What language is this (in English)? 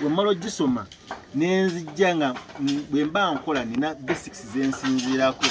Ganda